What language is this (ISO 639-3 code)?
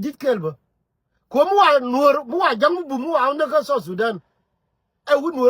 nus